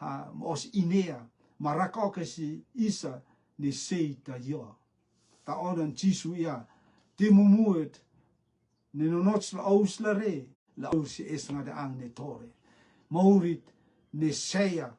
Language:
Rotuman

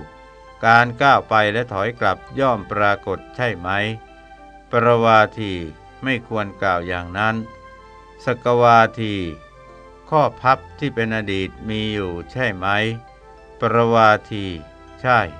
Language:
Thai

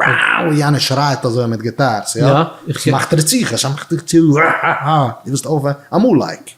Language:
Yiddish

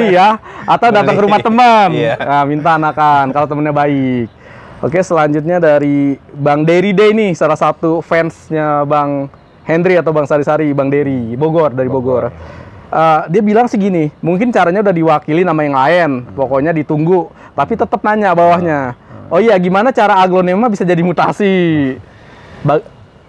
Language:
Indonesian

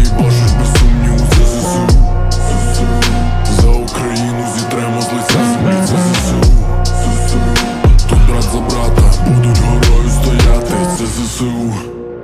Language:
Ukrainian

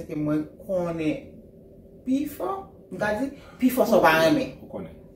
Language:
Haitian Creole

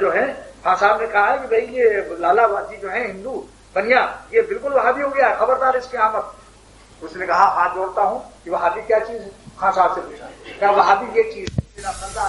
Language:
Urdu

